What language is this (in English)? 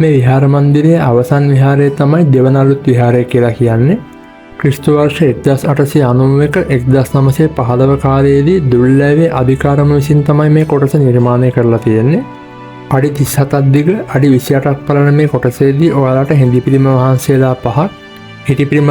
Sinhala